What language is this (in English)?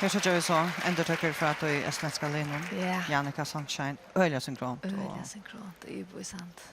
Faroese